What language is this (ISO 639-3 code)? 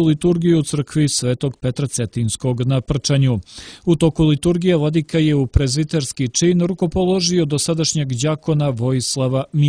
srp